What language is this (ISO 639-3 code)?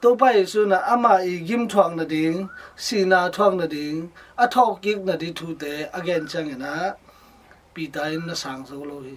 ctd